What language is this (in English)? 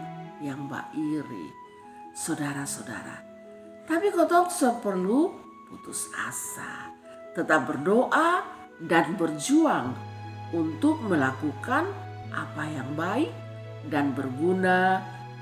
Kupang Malay